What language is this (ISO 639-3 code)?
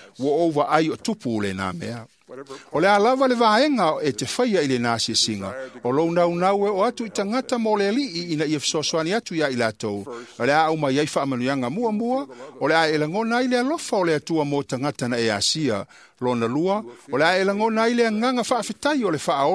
smo